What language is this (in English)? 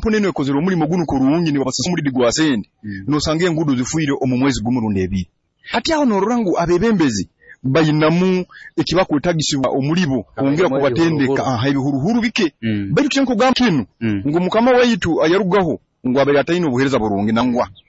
Nyoro